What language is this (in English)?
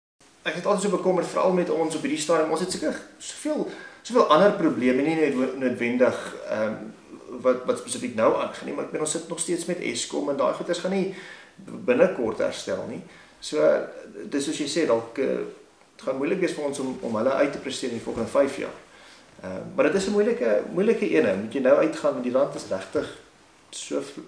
Afrikaans